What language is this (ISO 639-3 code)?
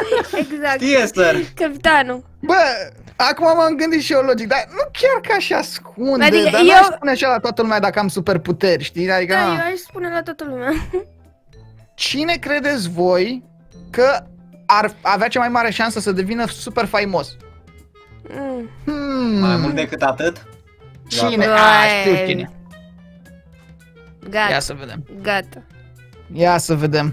ron